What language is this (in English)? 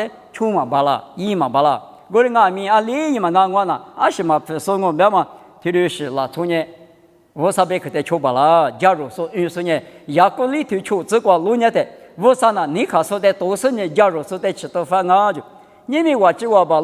Lisu